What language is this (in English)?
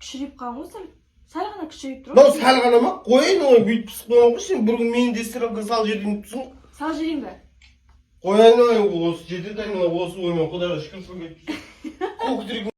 Kazakh